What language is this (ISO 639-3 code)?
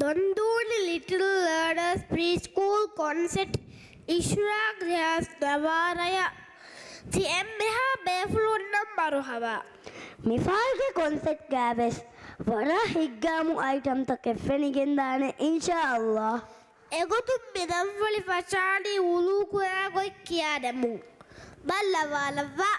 div